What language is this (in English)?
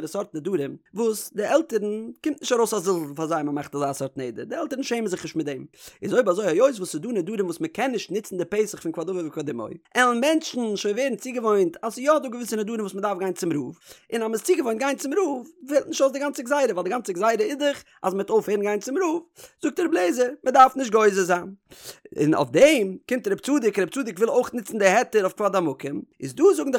Yiddish